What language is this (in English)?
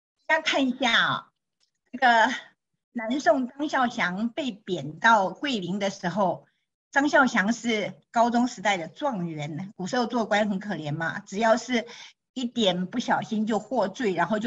Chinese